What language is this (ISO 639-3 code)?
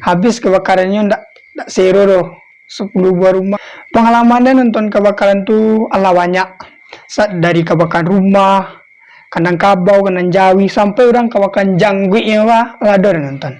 min